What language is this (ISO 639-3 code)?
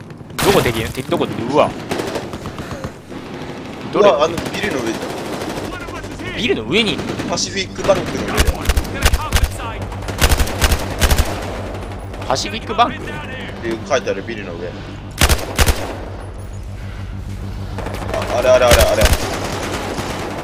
jpn